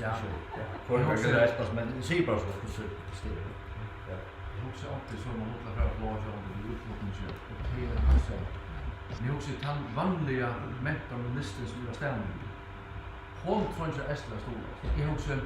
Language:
Faroese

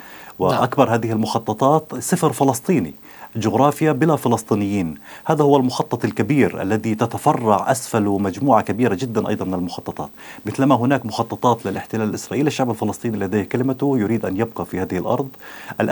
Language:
Arabic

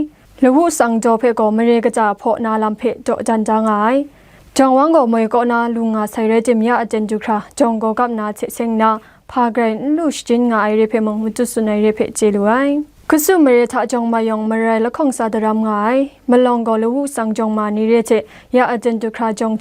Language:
Kachin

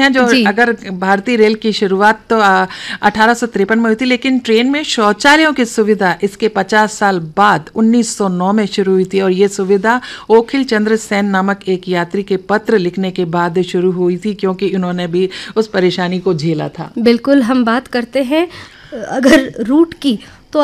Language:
Hindi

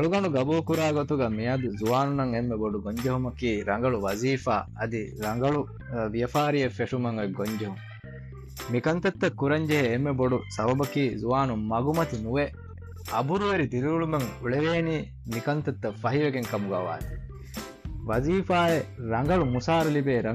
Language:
Divehi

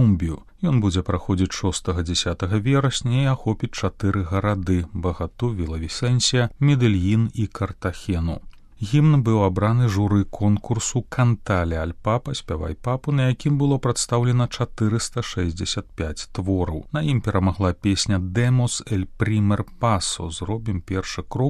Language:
Belarusian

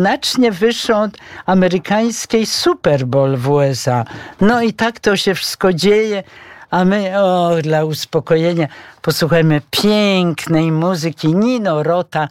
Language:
Polish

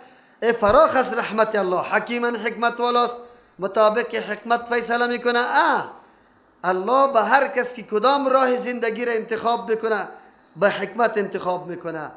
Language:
Persian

